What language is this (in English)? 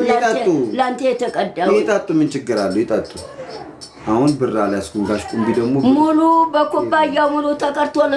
Amharic